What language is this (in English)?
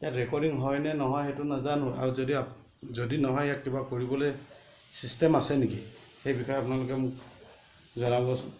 Assamese